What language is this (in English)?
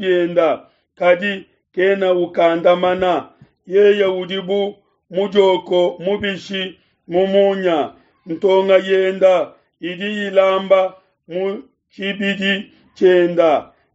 Luba-Lulua